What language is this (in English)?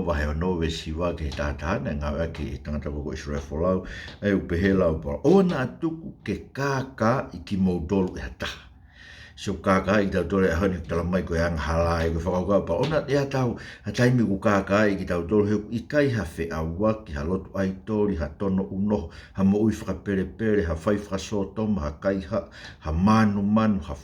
Tongan